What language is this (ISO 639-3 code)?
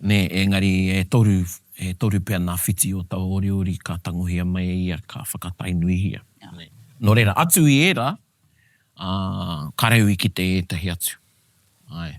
mri